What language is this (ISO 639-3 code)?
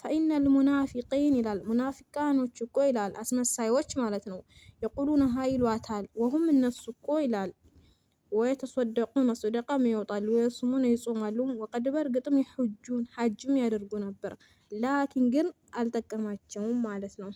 amh